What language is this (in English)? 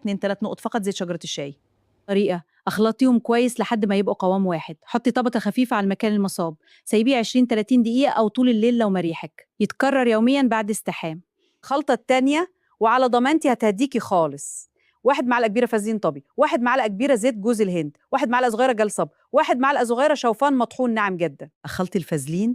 Egyptian Arabic